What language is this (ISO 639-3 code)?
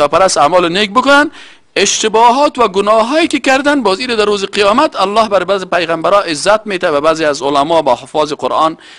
fas